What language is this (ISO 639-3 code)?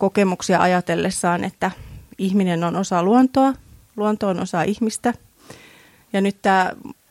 fin